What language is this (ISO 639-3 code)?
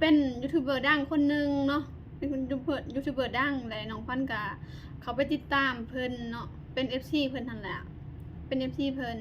lao